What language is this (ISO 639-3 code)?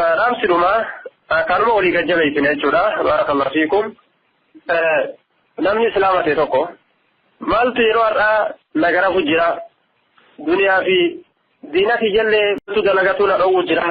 orm